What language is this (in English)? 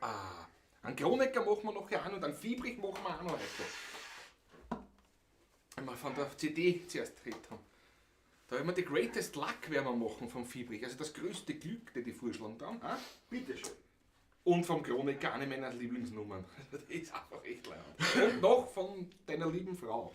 Bavarian